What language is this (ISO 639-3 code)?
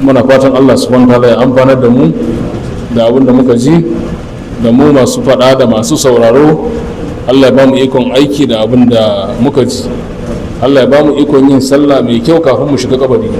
hau